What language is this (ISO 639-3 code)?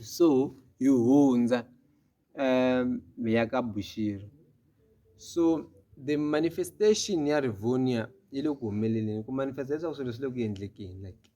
tso